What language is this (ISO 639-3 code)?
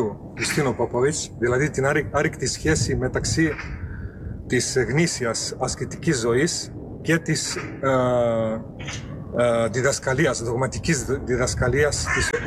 ell